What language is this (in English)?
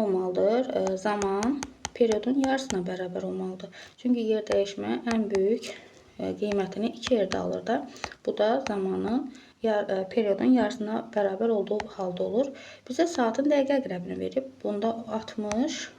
Azerbaijani